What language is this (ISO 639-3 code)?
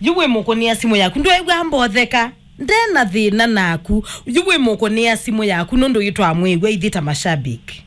kam